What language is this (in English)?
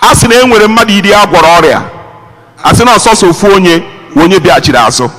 Igbo